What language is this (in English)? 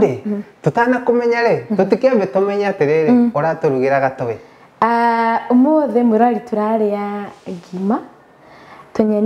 Kikuyu